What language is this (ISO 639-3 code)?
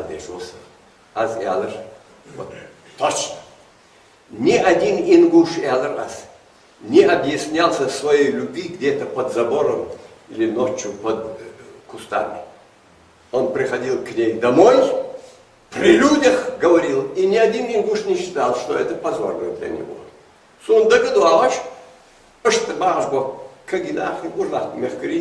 inh